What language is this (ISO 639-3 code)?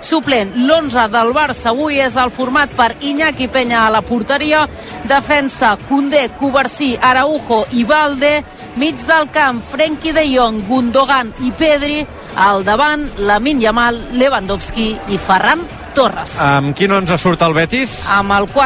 cat